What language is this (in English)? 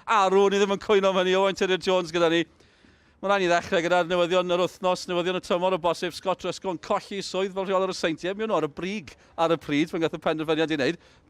Welsh